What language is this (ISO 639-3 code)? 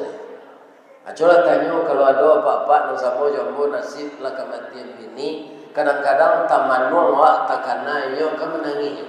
min